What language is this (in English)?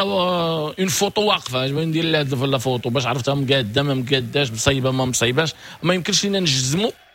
Moroccan Arabic